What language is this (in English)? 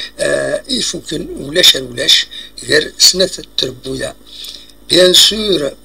Kabyle